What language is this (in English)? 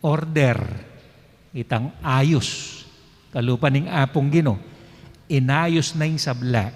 Pampanga